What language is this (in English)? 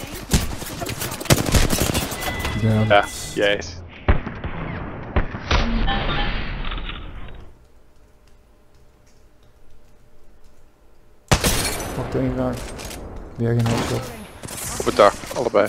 Dutch